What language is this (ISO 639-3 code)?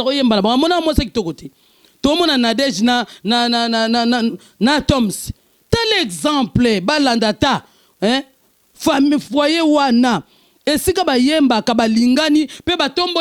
lin